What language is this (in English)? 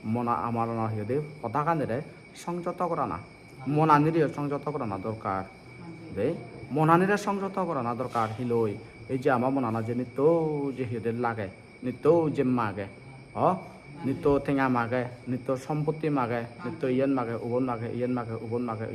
Chakma